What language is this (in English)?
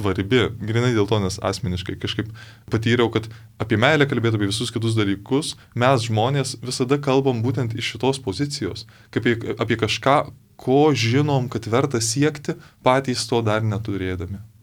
Lithuanian